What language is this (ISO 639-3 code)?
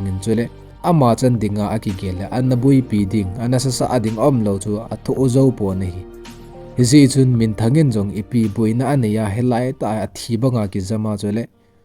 tcz